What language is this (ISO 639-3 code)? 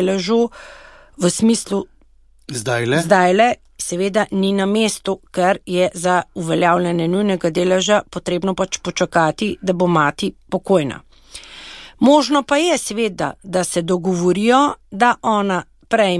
slv